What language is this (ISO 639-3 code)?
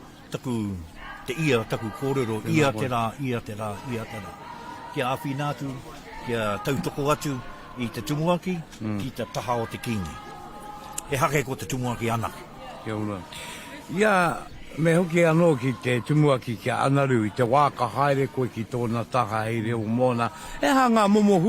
mri